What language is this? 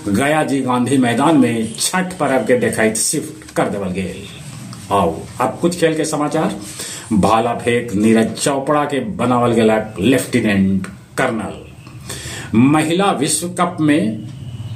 Magahi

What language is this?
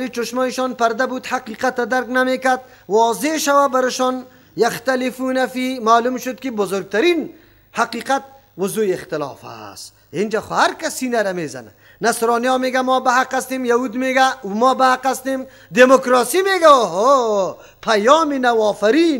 Persian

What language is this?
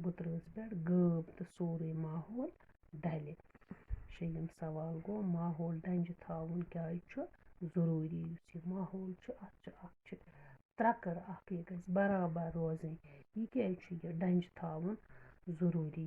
Kashmiri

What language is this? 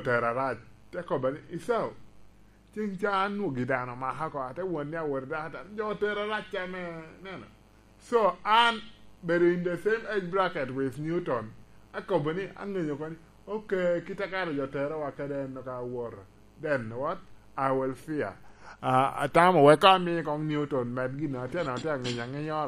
Lango (Uganda)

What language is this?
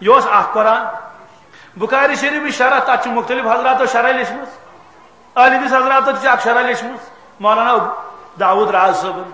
Kashmiri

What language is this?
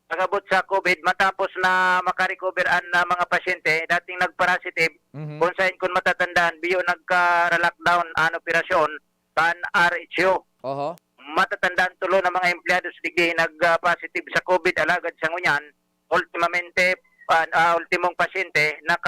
Bikol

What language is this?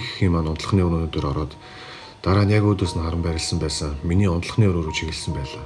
Mongolian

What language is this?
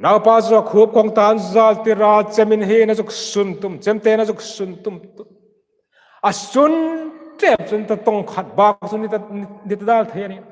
Hmar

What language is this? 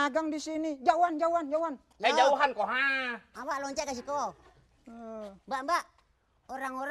Betawi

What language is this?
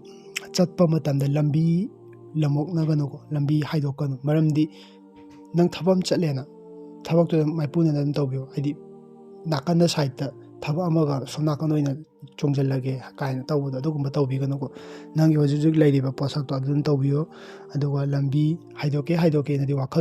Manipuri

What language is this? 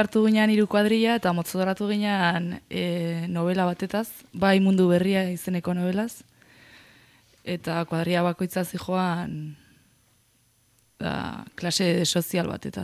Basque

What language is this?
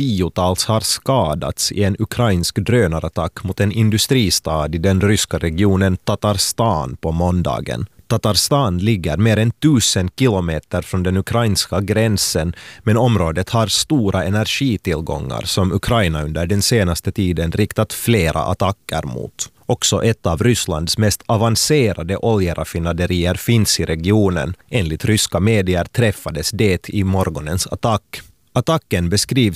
Swedish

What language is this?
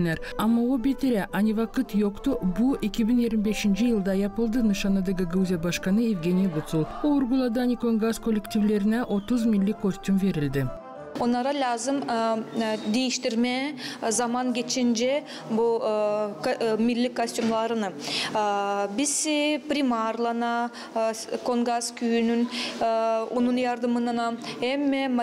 Gagauz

